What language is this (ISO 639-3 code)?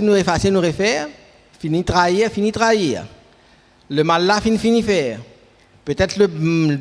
mfe